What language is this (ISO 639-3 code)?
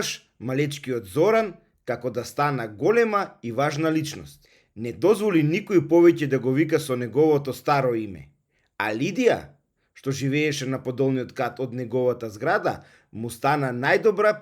mkd